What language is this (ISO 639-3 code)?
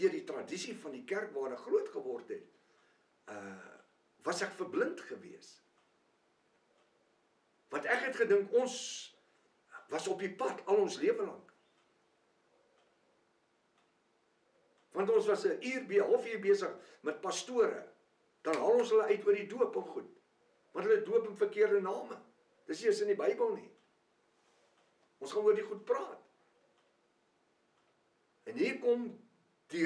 afr